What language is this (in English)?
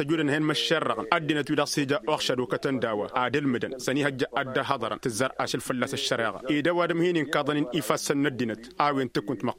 Tamasheq